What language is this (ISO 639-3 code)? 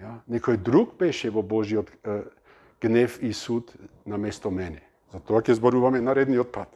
mkd